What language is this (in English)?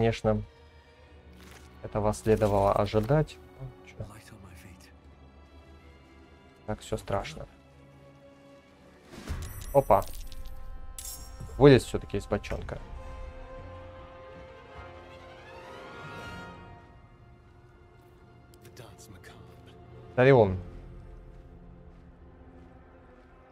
Russian